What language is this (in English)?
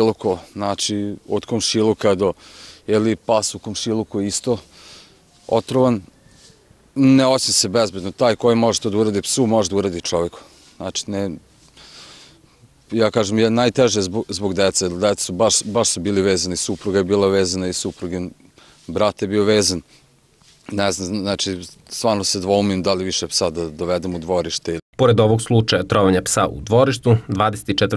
Serbian